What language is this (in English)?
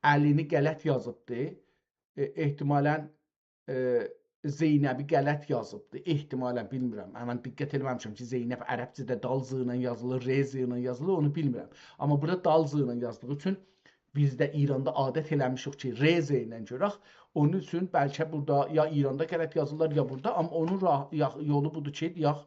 South Azerbaijani